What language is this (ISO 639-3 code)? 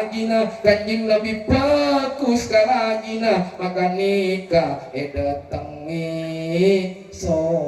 mad